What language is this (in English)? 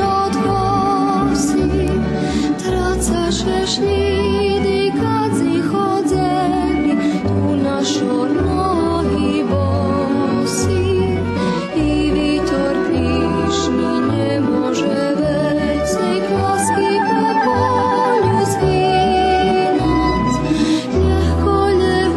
Rusyn